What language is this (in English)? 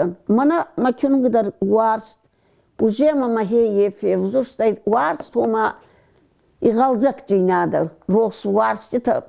Ossetic